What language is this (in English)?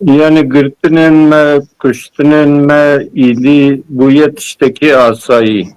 Kurdish